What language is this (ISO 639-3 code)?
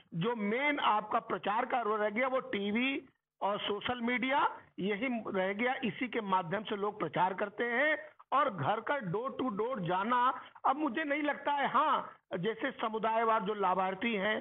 hin